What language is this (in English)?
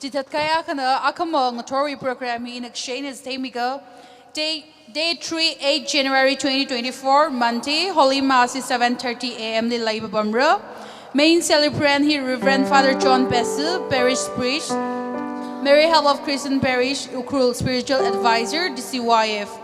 Tangkhul Naga (India)